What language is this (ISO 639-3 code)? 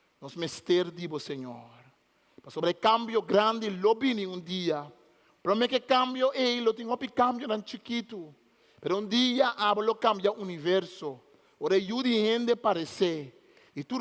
pap